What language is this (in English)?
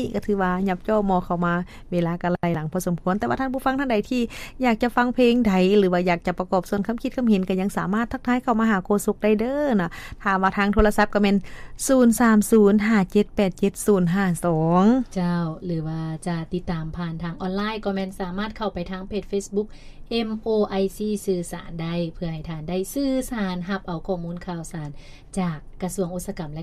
Lao